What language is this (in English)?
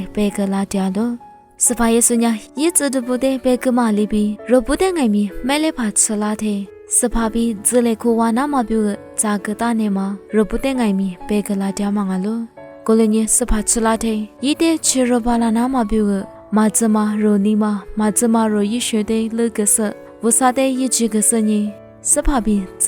Lisu